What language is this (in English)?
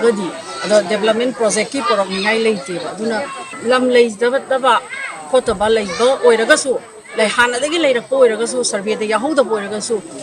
Manipuri